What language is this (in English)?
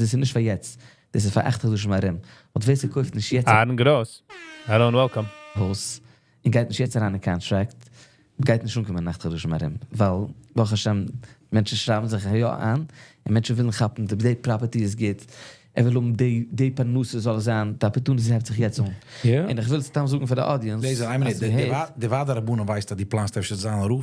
Yiddish